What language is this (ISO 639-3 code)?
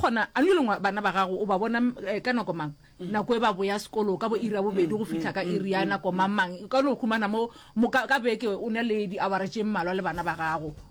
nso